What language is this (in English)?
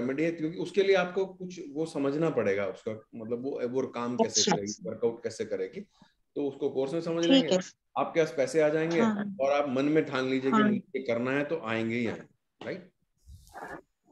Hindi